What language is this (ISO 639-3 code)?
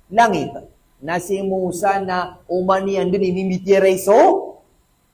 mrw